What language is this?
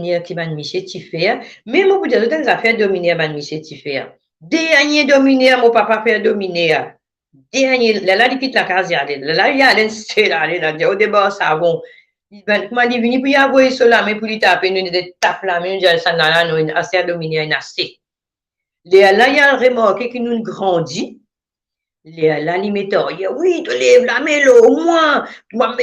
Morisyen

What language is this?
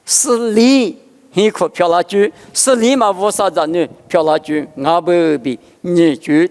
Lisu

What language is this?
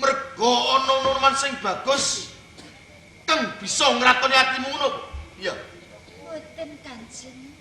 Javanese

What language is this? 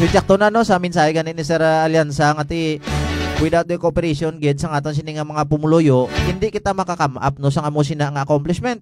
Hiligaynon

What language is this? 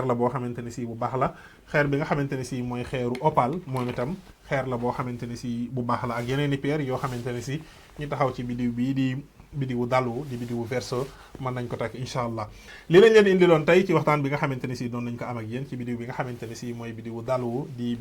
Wolof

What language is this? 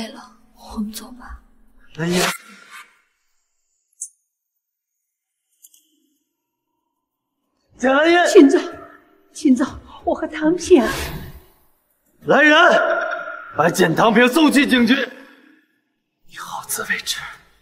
Chinese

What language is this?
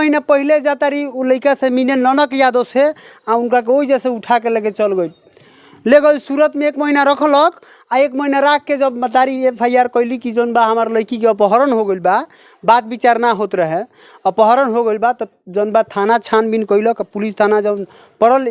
Bhojpuri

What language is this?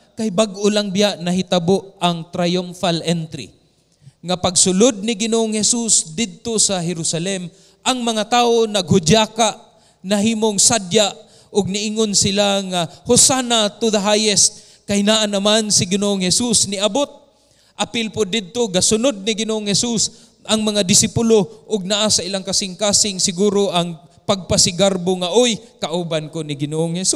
Cebuano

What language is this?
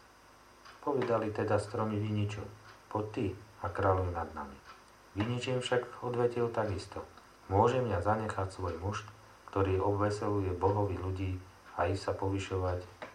Slovak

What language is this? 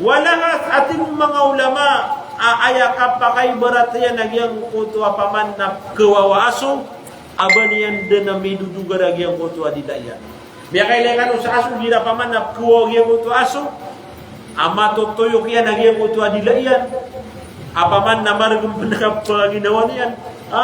Maranao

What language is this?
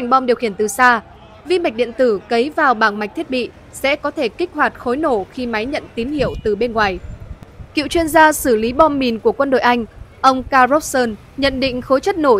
Vietnamese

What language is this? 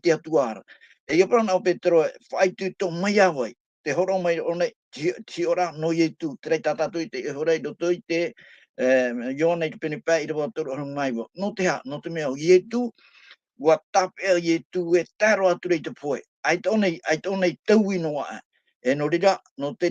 Tahitian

